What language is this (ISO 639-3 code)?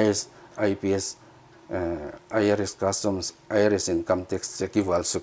pck